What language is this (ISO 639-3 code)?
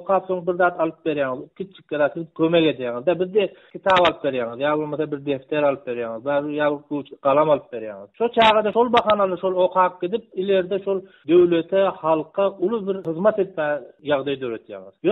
tuk